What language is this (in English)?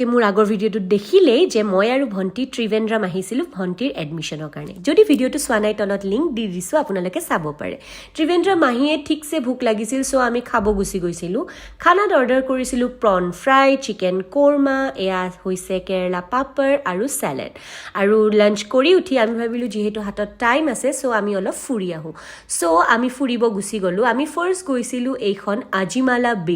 Assamese